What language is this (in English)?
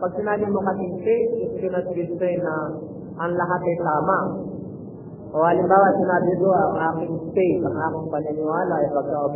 Filipino